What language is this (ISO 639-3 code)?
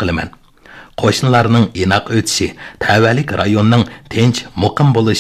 uig